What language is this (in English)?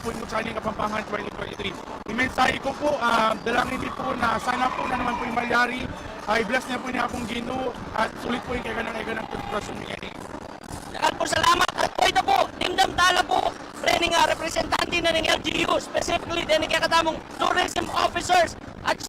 Pampanga